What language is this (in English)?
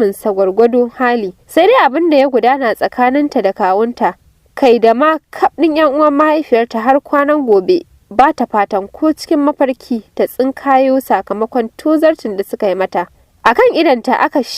Hausa